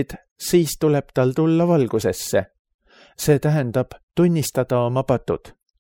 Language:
Estonian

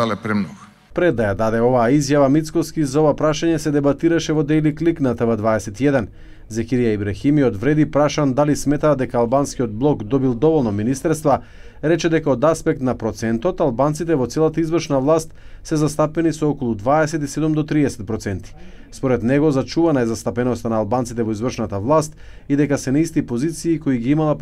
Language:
Macedonian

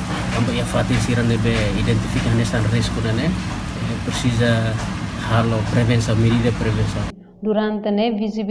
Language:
Tetum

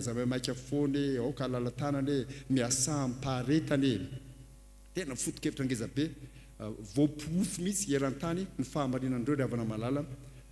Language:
Malagasy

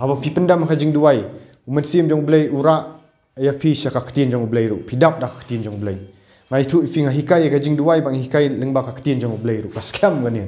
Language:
Khasi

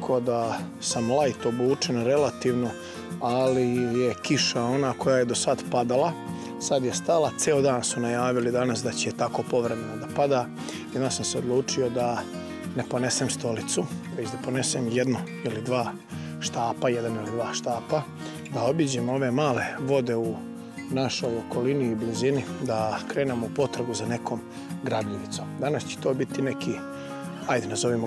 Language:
Serbian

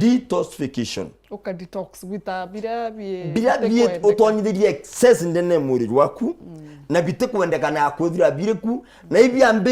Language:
Meru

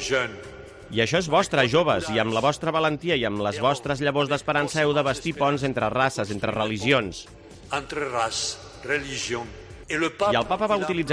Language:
Catalan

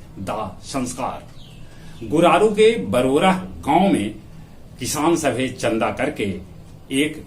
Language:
Magahi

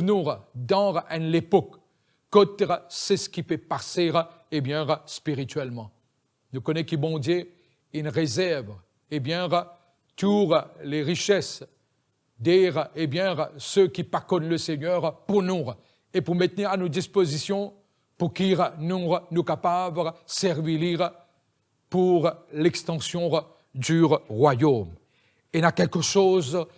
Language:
Morisyen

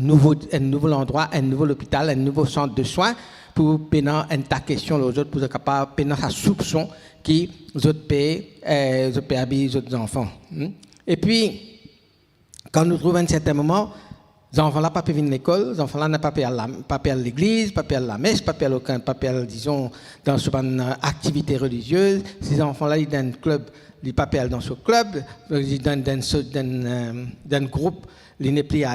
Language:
Morisyen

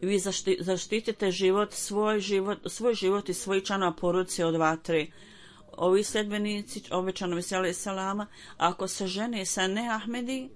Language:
Bosnian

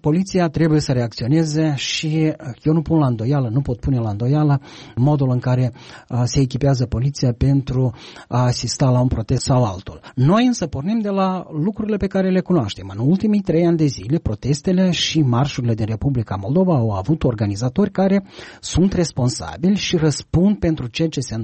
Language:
Romanian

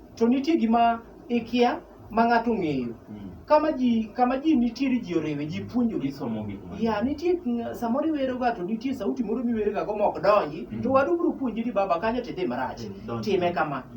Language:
Luo (Kenya and Tanzania)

